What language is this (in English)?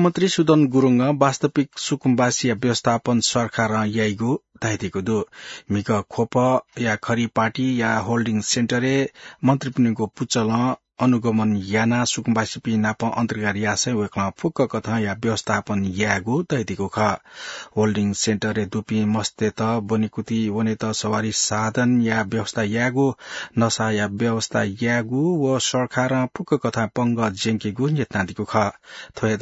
Newari